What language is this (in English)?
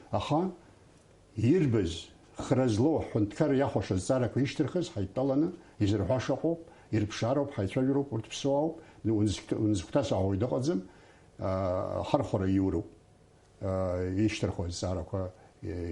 Abkhazian